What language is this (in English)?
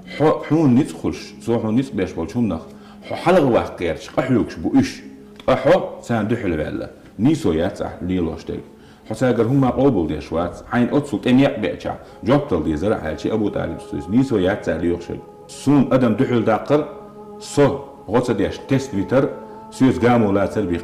Chechen